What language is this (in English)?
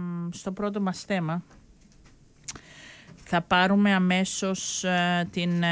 Greek